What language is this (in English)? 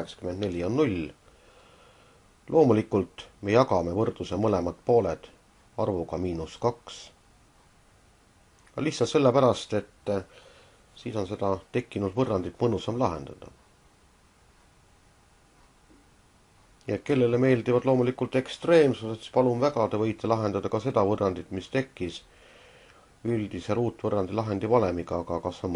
Estonian